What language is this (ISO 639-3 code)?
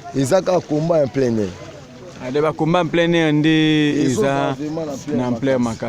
lin